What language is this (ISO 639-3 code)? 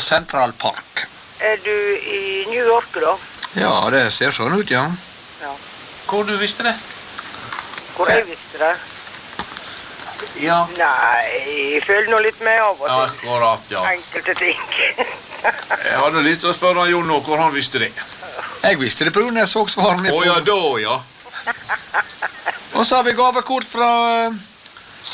nor